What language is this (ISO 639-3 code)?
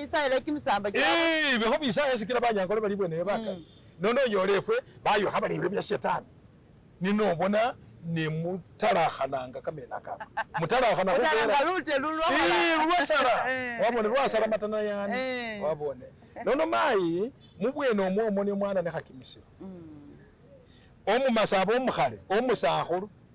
myx